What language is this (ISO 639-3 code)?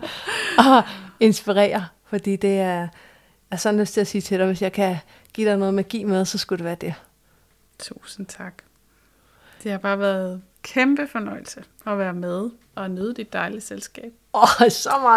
dan